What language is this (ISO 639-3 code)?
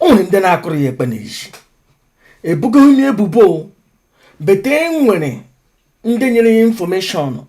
ibo